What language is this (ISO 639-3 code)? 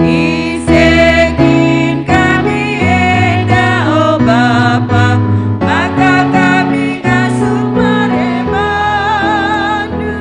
btx